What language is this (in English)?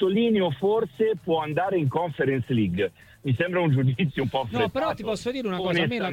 Italian